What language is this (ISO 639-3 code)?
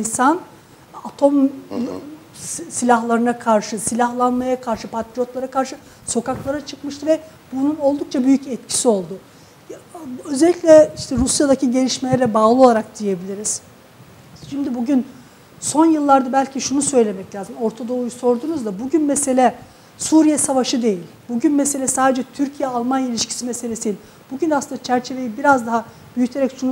tur